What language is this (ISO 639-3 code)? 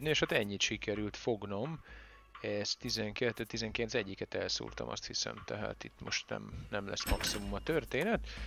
hun